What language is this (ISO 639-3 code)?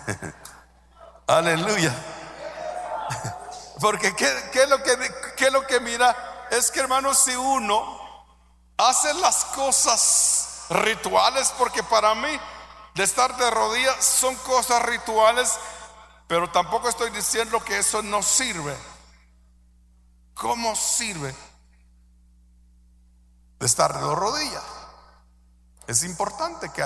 spa